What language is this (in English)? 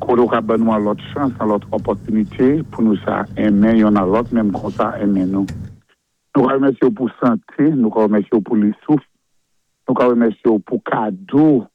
Saint Lucian Creole French